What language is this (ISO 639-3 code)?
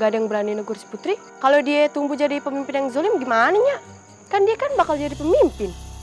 bew